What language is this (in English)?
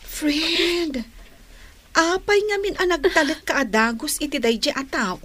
Iloko